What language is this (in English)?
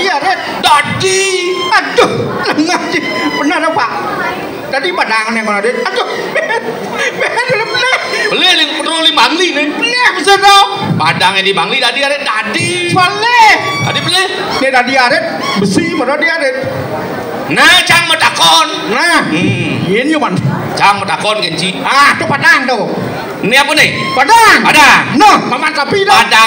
Balinese